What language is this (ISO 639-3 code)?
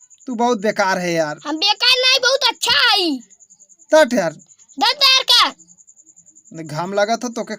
awa